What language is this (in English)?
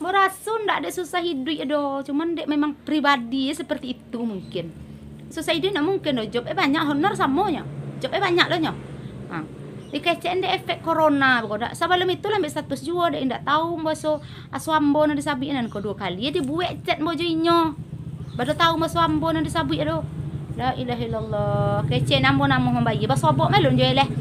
Minangkabau